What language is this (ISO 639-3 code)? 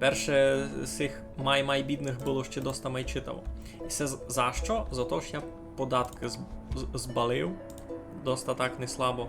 rue